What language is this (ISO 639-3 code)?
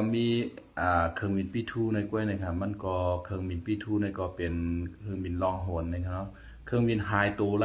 shn